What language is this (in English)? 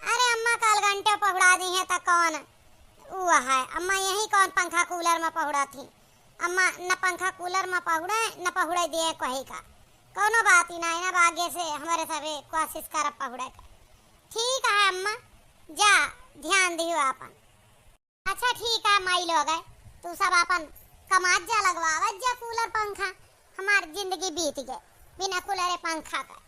Awadhi